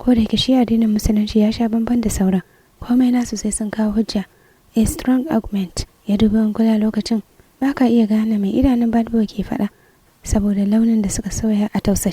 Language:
Hausa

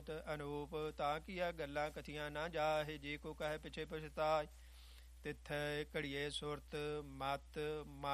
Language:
Punjabi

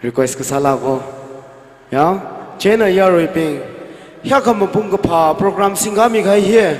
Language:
Tangkhul Naga (India)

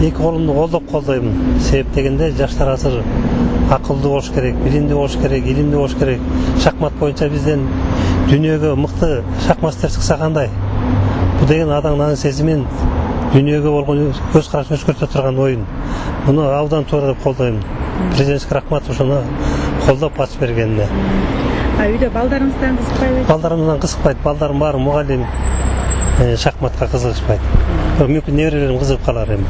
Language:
Kyrgyz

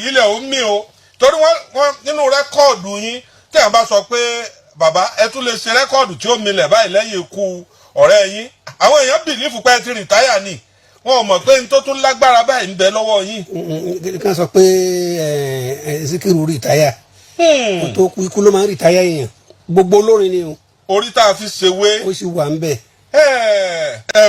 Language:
Yoruba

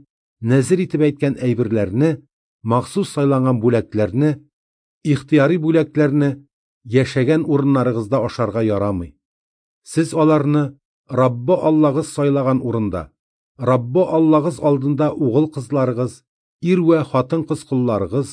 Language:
Tatar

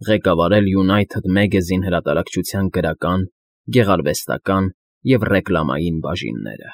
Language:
Armenian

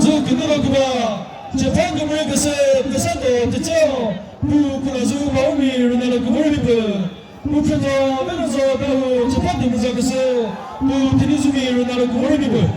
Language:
Chokri Naga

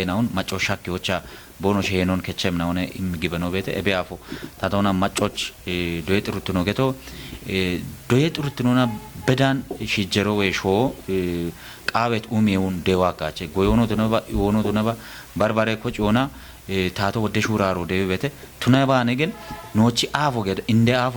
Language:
Kafa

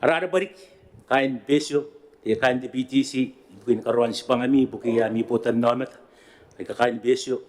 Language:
Gilbertese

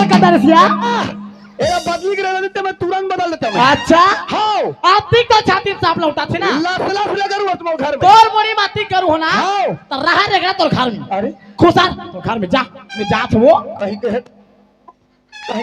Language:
Chhattisgarhi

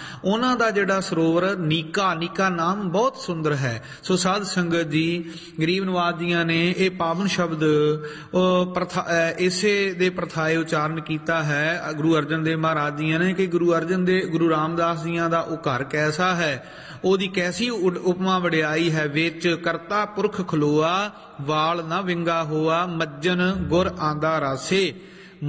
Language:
Punjabi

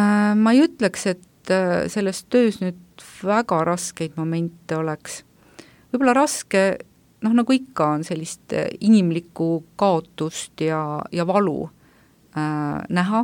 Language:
Estonian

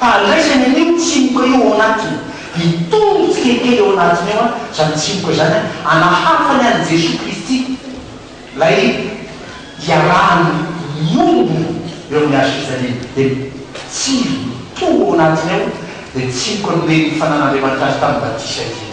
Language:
Malagasy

